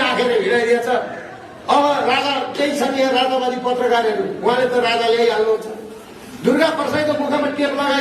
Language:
Nepali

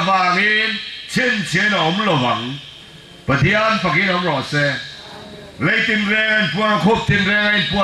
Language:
Falam Chin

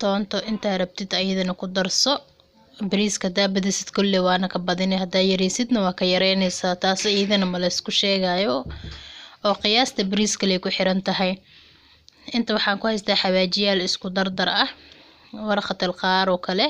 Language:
Somali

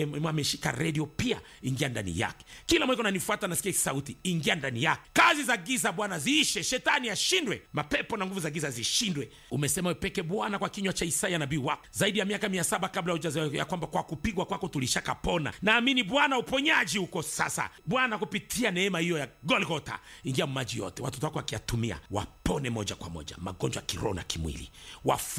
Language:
Swahili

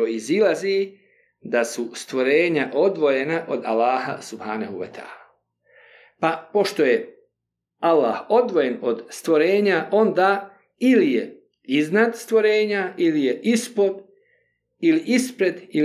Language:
Bosnian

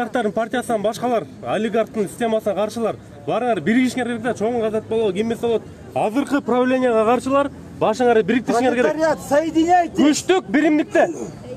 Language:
Kyrgyz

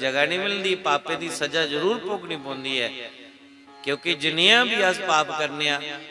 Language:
Dogri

